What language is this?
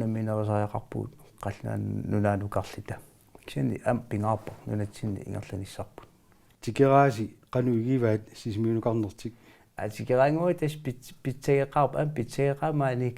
Kalaallisut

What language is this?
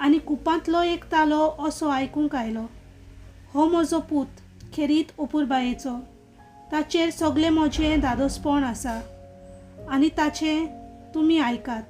Konkani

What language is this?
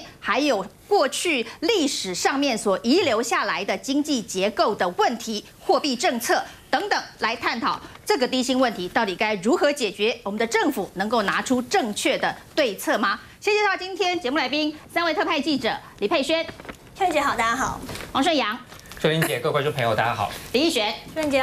Chinese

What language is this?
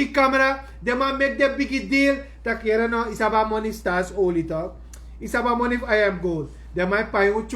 Sranan Tongo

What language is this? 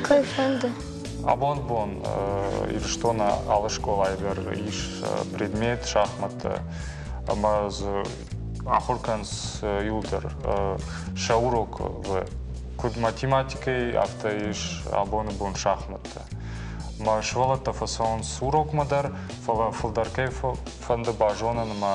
Ossetic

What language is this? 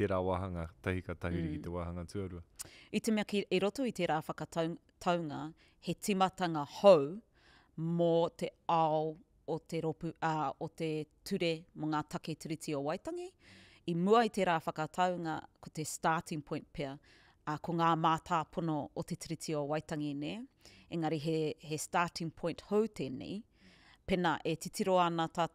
Māori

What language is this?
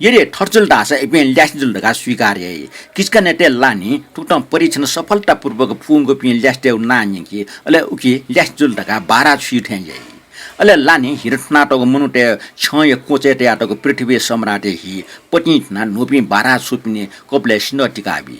Newari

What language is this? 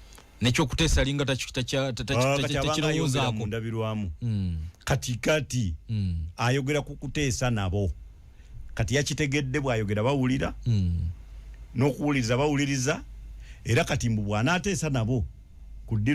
Ganda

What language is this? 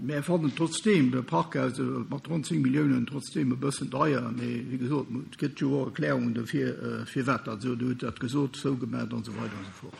Luxembourgish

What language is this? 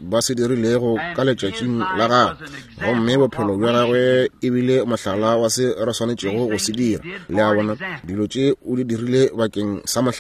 Northern Sotho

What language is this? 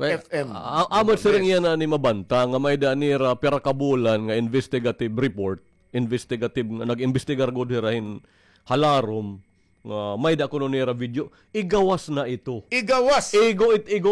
Waray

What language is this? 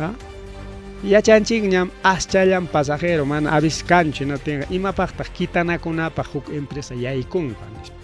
Ayacucho Quechua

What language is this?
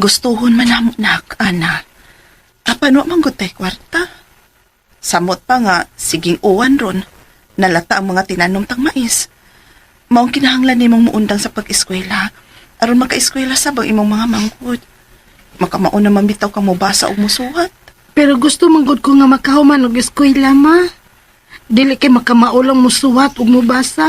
Cebuano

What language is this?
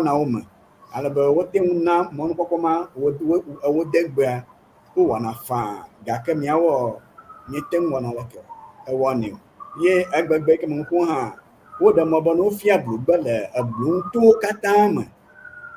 Ewe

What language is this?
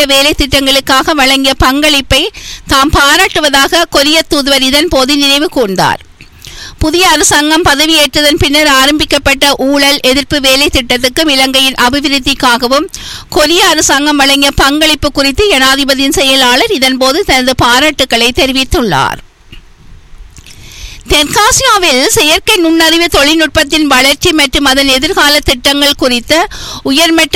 Tamil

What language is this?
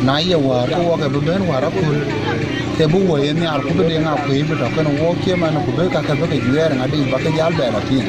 Dinka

